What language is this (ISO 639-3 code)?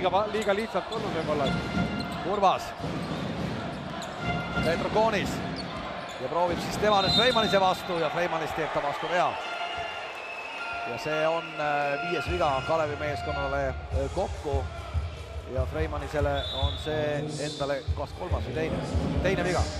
est